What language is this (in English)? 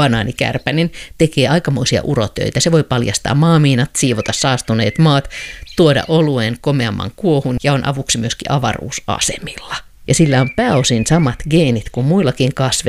Finnish